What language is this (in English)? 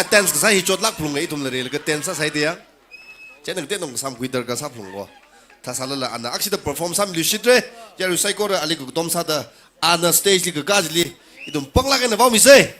Tangkhul Naga (India)